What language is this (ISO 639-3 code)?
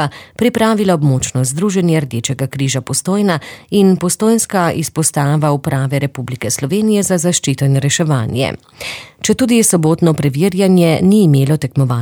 slv